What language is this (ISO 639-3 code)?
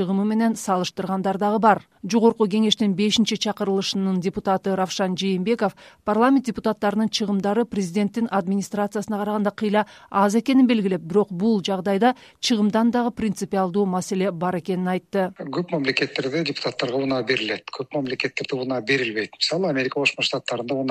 kir